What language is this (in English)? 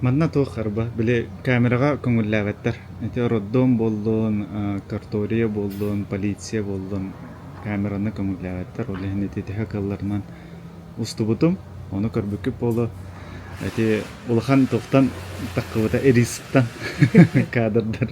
Yakut